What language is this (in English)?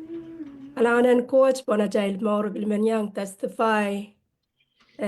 Pohnpeian